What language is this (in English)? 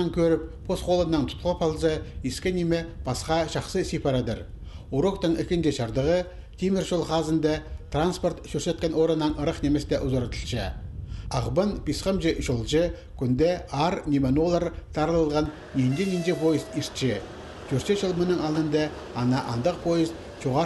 Khakas